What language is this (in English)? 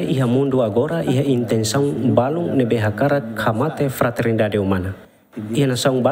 Tetum